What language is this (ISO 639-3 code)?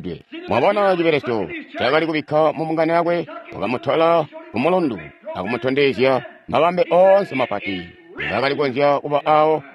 toi